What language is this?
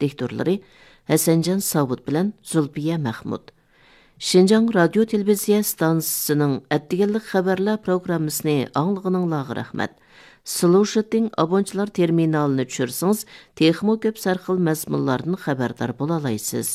Uyghur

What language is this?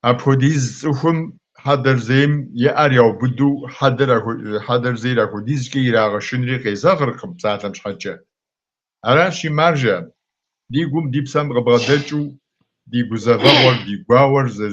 Kabardian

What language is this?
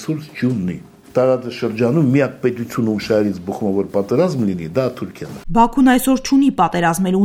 Armenian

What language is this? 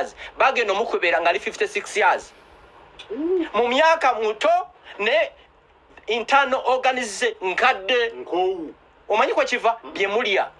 Ganda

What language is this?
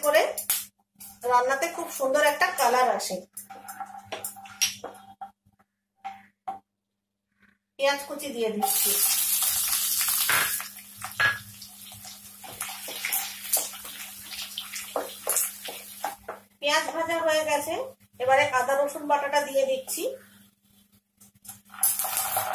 Bangla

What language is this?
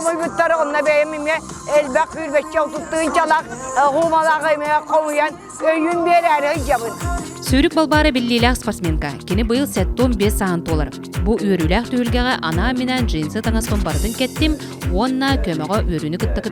Yakut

